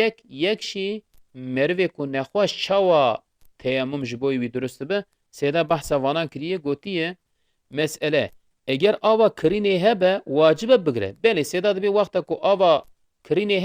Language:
Kurdish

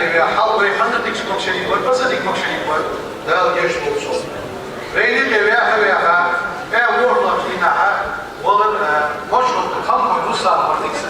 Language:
Ingush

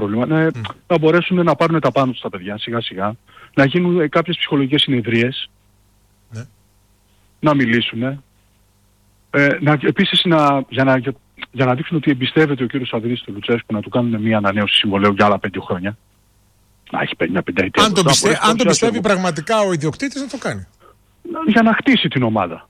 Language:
Greek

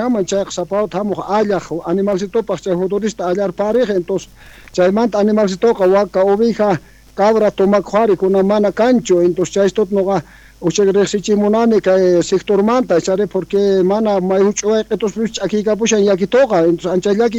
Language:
South Bolivian Quechua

